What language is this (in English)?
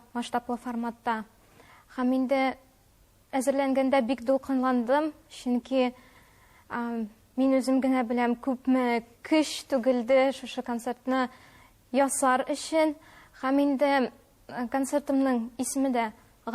Tatar